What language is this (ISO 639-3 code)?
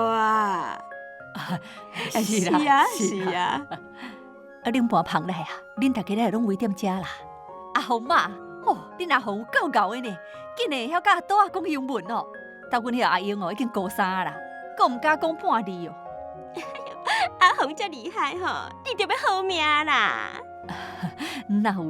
nan